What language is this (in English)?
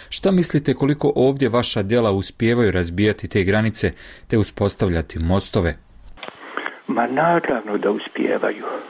Croatian